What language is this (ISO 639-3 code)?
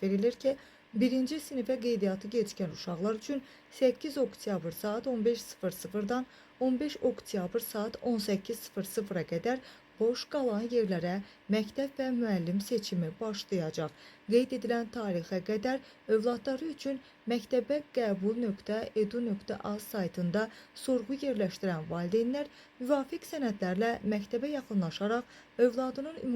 aze